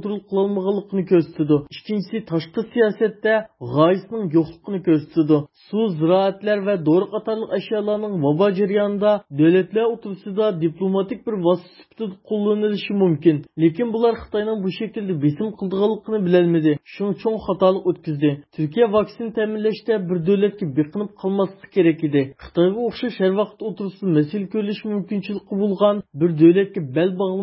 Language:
Uyghur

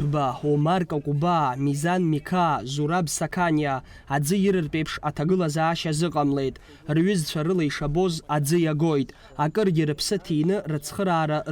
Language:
Abkhazian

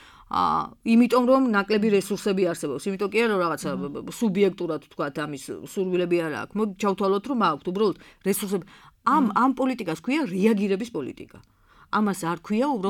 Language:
Georgian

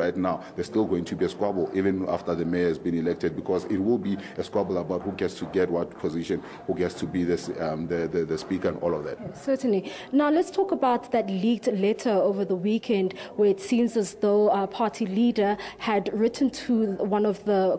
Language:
English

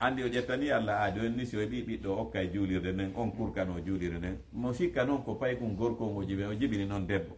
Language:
Fula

